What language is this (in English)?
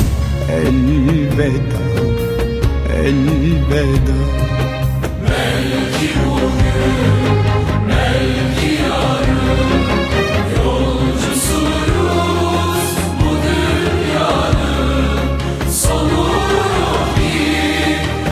Turkish